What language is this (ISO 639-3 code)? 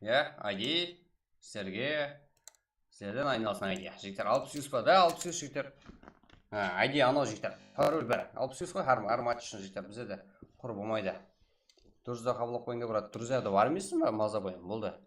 kaa